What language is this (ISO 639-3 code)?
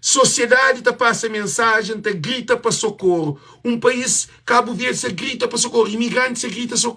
kea